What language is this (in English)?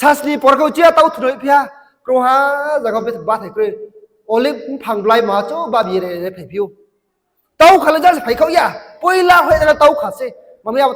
Riang (India)